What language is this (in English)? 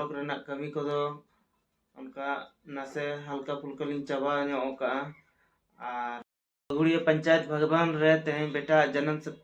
Santali